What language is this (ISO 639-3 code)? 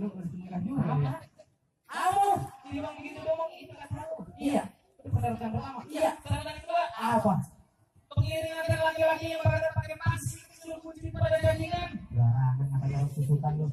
bew